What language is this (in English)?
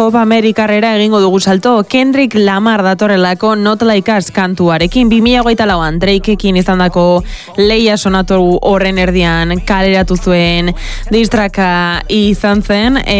Basque